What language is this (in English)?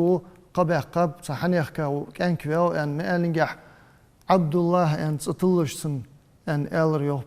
Ingush